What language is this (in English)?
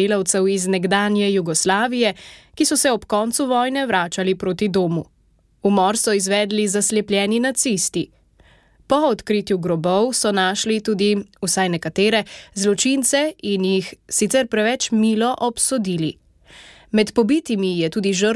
Slovenian